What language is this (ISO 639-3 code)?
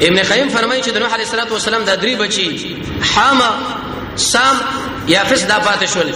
pus